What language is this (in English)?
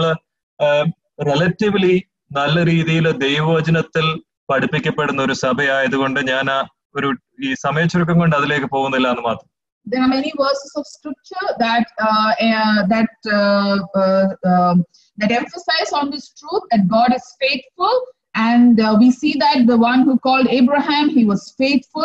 Malayalam